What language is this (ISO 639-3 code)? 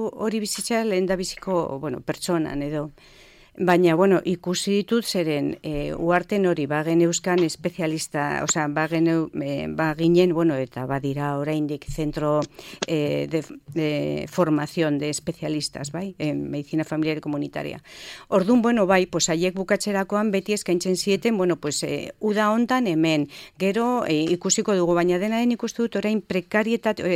eus